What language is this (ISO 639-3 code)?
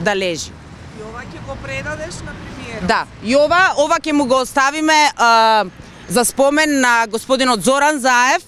mkd